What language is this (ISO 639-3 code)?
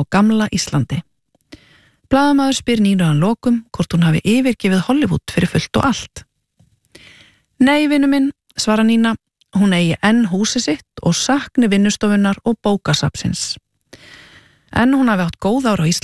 isl